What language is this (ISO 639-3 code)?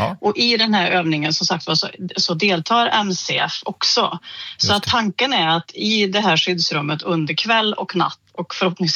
swe